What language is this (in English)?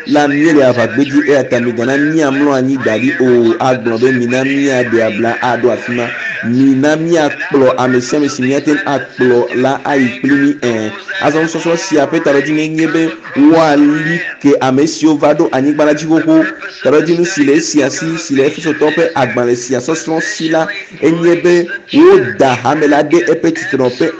Ewe